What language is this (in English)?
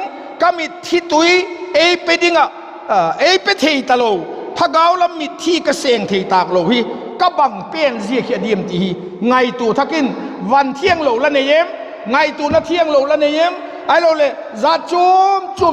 Vaiphei